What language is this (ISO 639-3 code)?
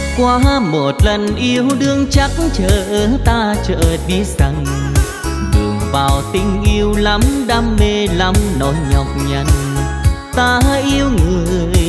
vie